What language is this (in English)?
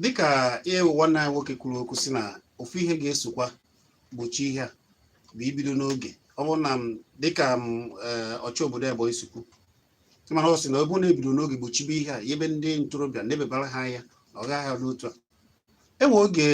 Igbo